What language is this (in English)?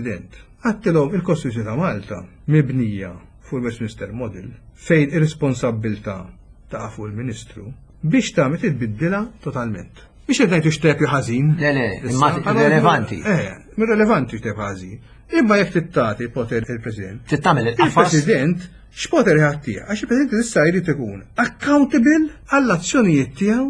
Maltese